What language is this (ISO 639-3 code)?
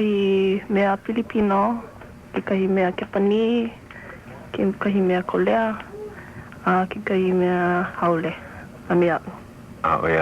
haw